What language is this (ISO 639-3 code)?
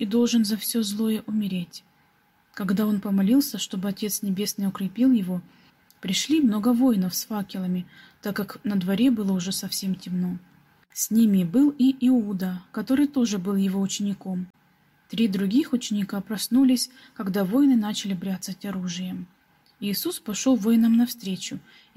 rus